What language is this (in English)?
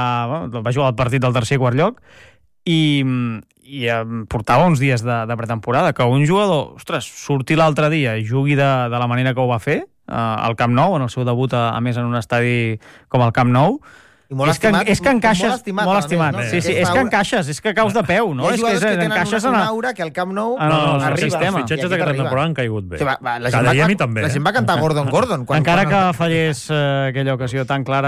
Catalan